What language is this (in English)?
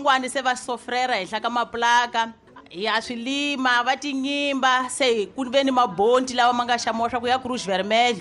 Tsonga